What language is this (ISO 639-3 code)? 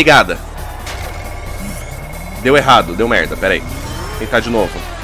por